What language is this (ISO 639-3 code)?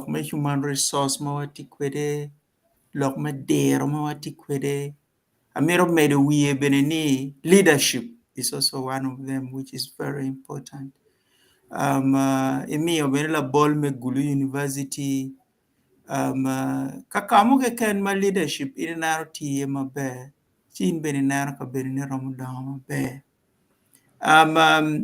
ach